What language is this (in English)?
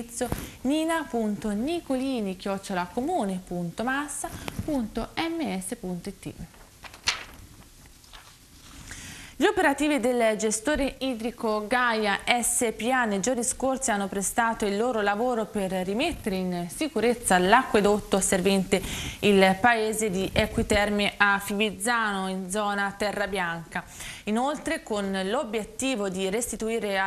Italian